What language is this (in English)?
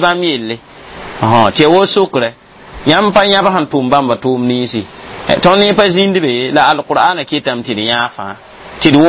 Mossi